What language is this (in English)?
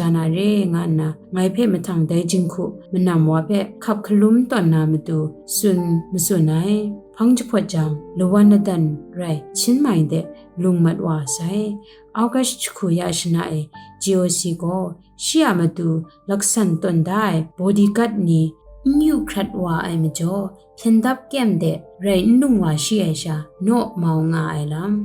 Kachin